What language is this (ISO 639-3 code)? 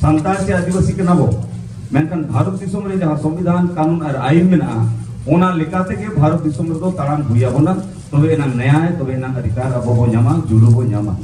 sat